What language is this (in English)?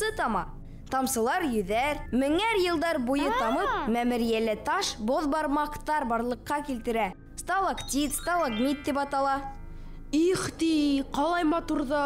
Bashkir